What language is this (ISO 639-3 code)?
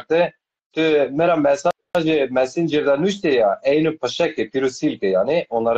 zza